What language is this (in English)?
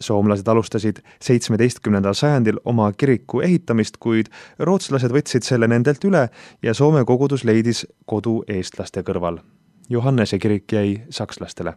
Estonian